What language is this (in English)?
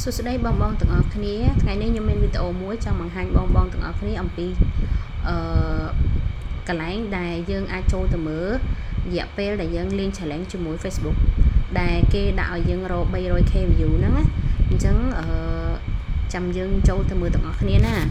Khmer